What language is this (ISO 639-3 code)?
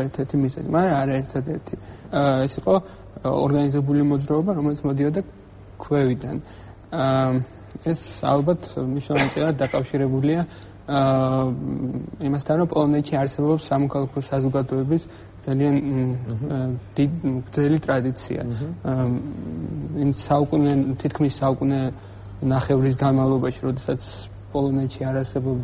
kat